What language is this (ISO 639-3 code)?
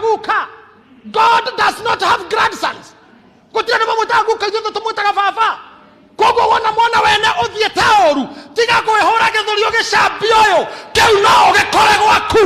kik